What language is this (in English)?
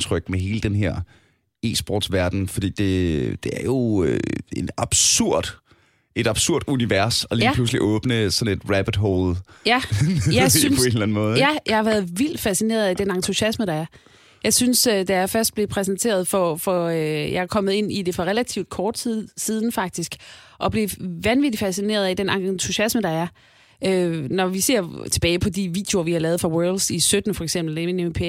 Danish